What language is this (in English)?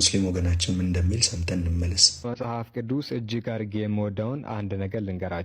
Amharic